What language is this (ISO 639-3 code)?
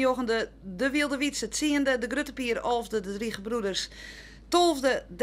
fry